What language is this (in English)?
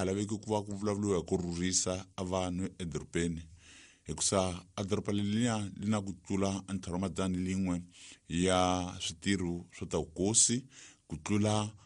Tsonga